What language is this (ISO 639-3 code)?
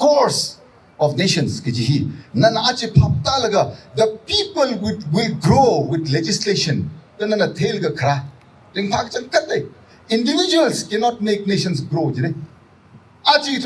nmf